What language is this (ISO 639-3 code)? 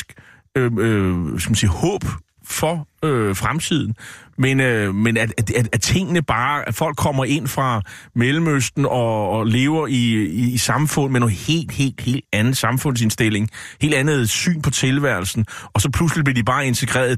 dan